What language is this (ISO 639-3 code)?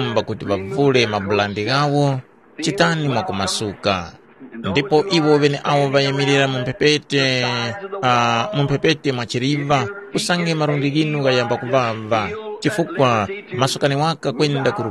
tum